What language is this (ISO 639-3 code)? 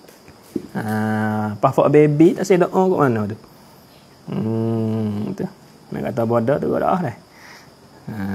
msa